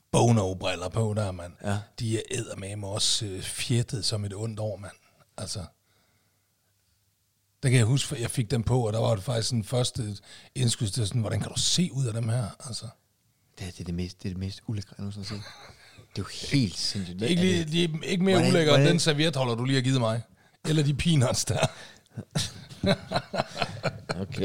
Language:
Danish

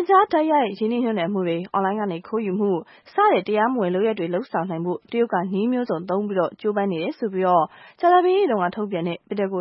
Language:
Burmese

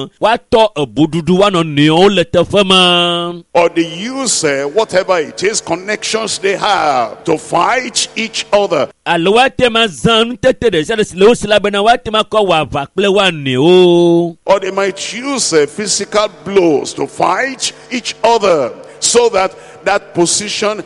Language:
Ewe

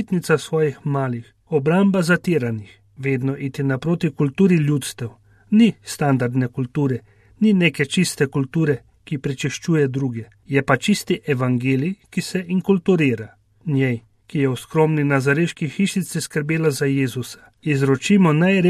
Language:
Slovenian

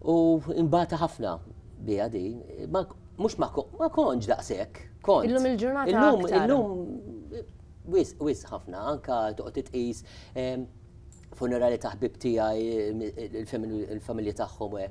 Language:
Maltese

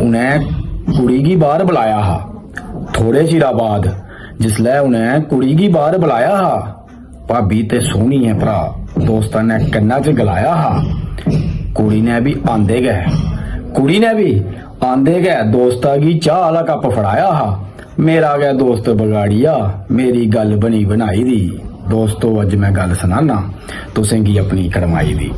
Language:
Dogri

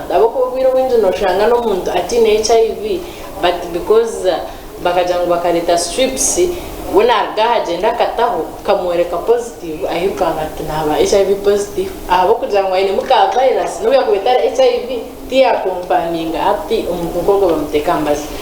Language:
Nyankole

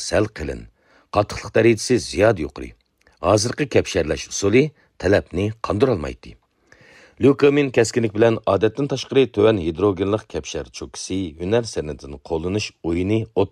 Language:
Uyghur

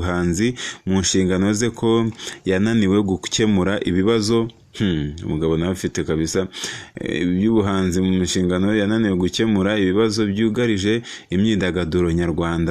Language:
Kinyarwanda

